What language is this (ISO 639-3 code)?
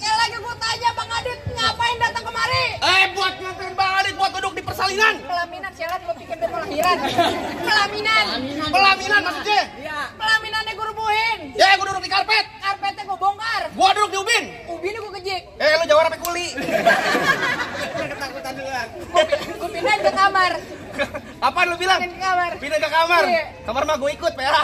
bew